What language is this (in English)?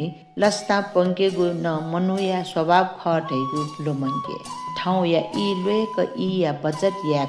Newari